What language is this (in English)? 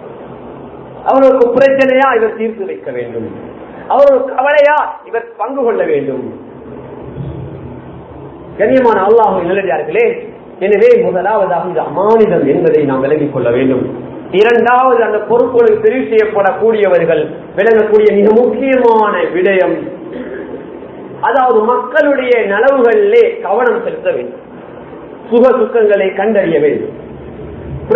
Tamil